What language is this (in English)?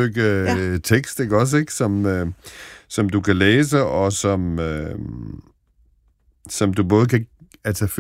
Danish